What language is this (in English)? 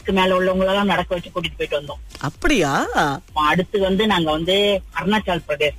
Tamil